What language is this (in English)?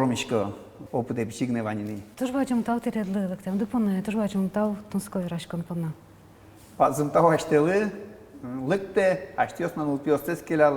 Udmurt